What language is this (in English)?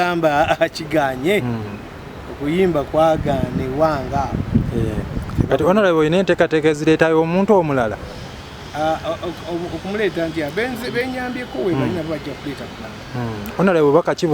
Ganda